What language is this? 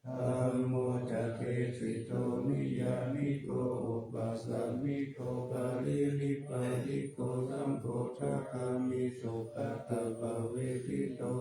Pali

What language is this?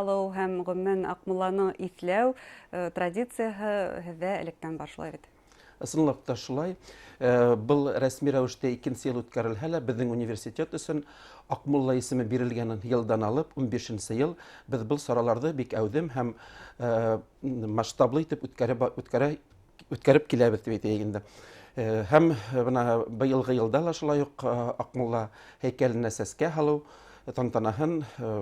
Bashkir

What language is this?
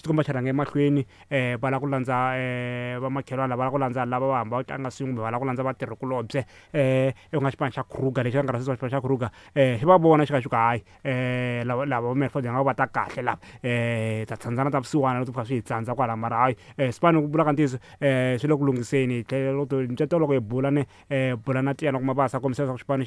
Tsonga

